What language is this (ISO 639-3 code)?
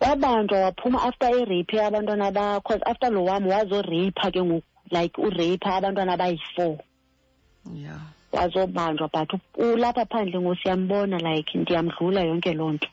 xho